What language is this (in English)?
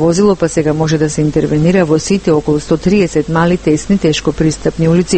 Macedonian